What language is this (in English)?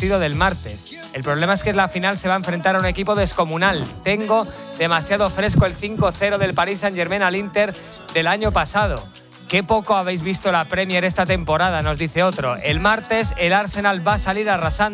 Spanish